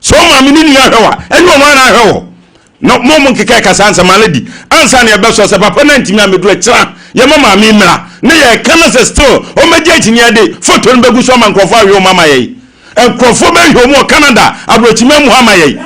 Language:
Akan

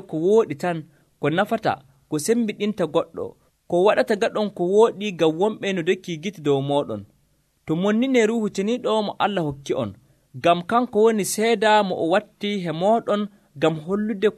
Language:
Nigerian Fulfulde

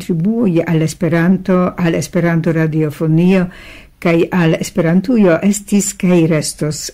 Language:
Esperanto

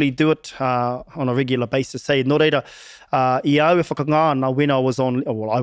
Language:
Māori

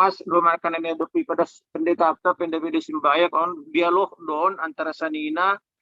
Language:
Batak Simalungun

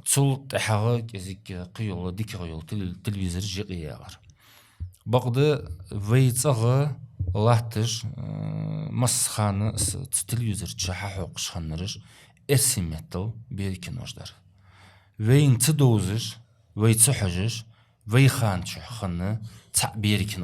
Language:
Ingush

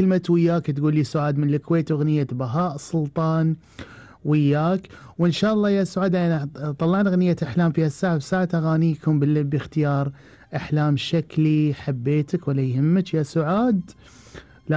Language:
Gulf Arabic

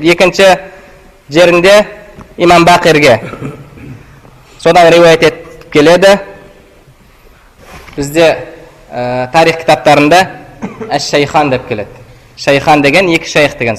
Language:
Kazakh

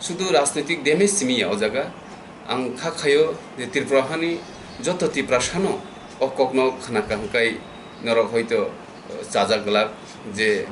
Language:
Kok Borok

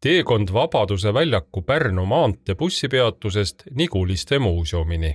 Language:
Estonian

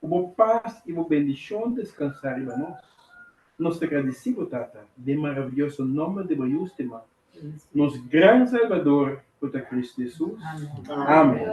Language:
Papiamento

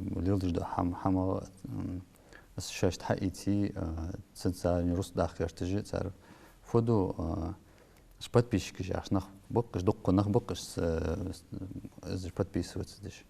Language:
Ingush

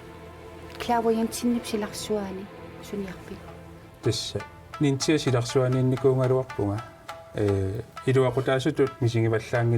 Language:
Kalaallisut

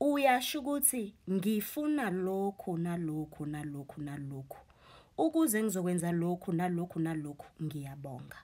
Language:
Zulu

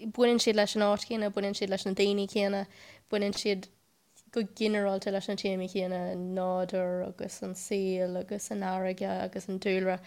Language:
Irish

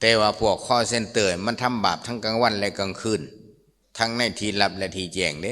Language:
Lao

